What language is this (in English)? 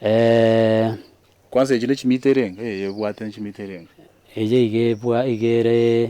Gusii